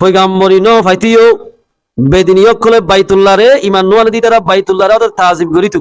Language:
Rohingya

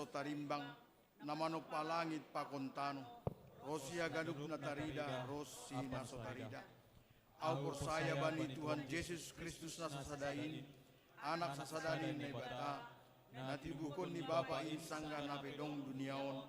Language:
Batak Simalungun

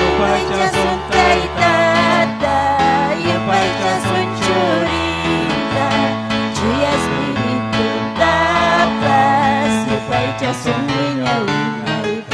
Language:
Ayacucho Quechua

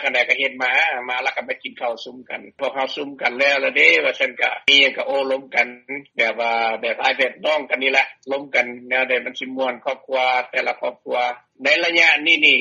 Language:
Lao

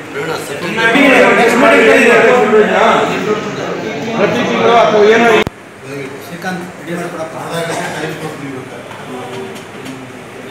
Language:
Kannada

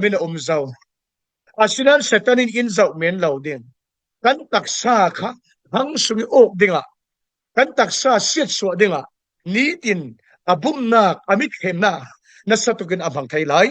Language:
Falam Chin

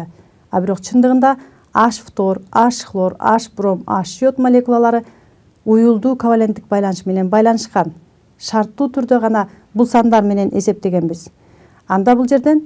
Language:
Kyrgyz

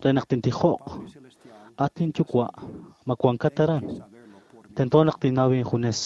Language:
Kekchí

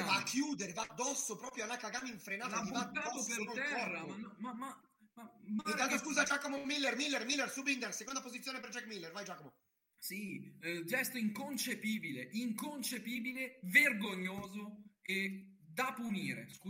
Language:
Italian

